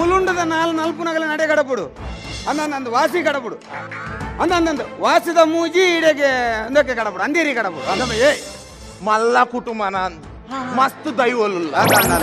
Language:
Tulu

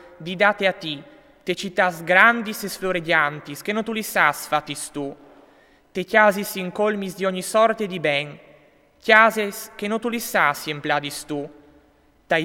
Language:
Friulian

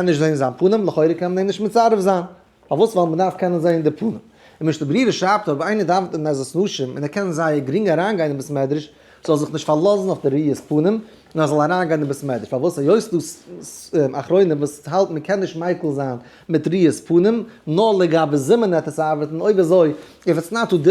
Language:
Yiddish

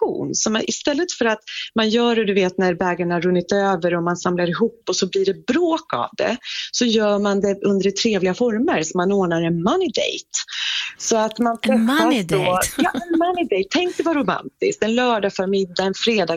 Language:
Swedish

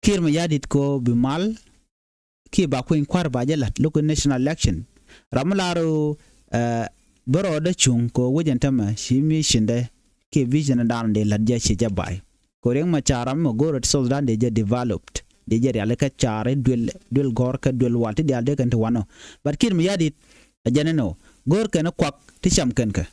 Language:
Nuer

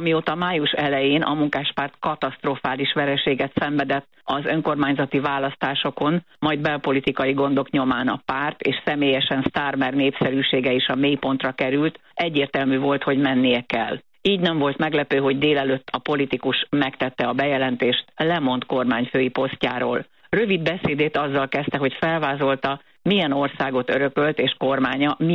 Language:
Hungarian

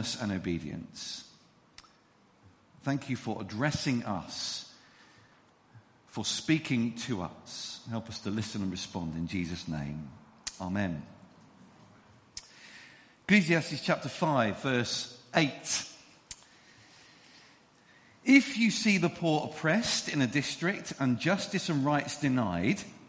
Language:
English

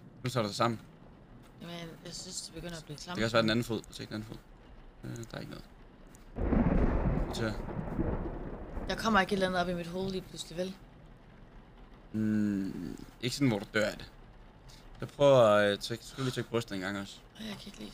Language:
Danish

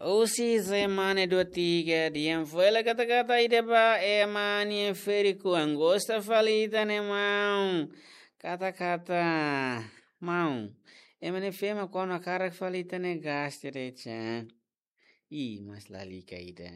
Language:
Tetum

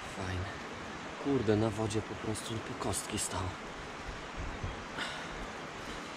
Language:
Polish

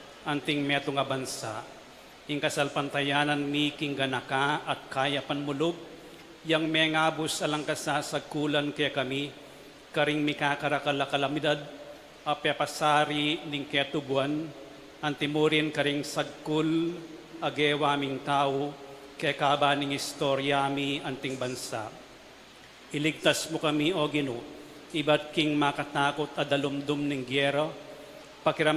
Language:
Pampanga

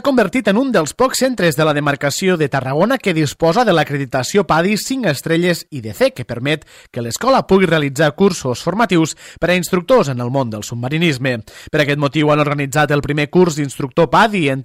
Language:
Catalan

